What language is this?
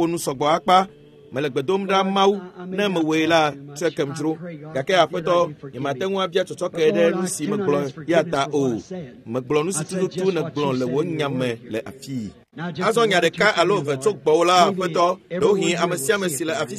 Ewe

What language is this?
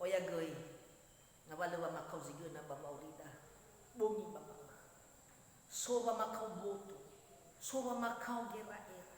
Nias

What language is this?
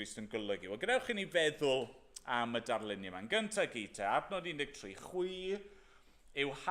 Welsh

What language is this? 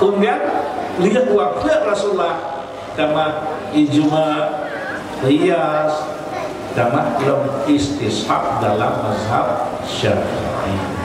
Achinese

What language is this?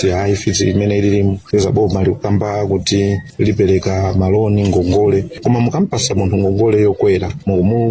Nyanja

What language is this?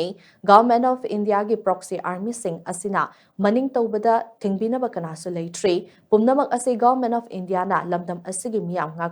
Manipuri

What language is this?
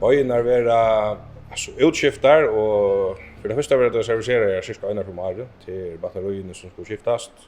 Faroese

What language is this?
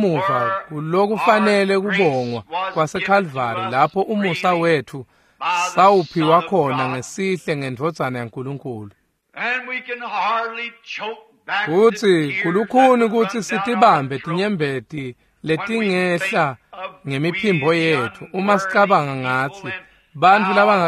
Swati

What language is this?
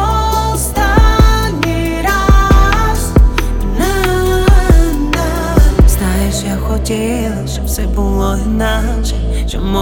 Ukrainian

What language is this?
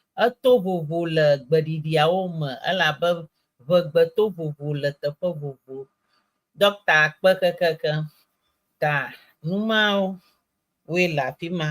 Ewe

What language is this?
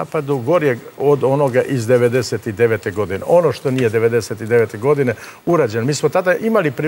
Serbian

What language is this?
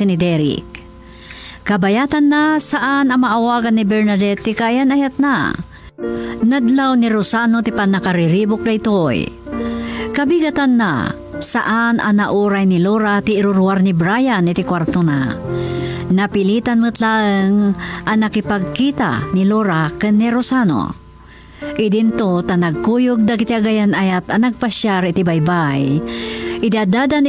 Iloko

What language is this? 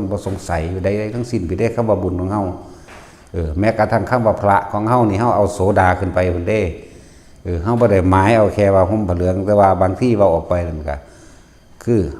Northeastern Thai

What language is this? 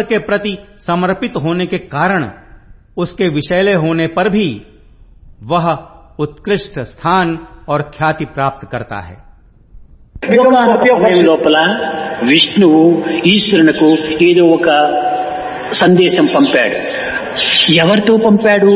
Hindi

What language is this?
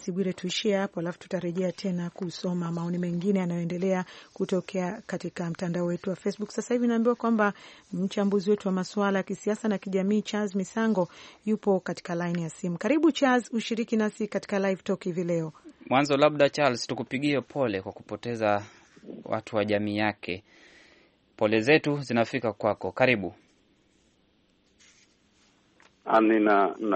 Swahili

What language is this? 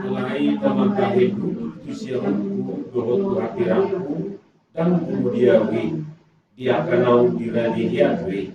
Batak Toba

